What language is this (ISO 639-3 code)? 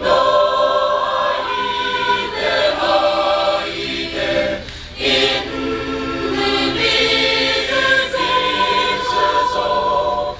nri